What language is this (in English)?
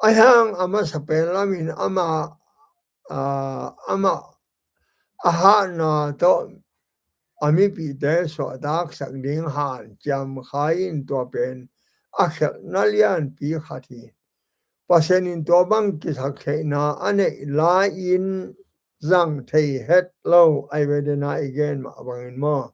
Tedim Chin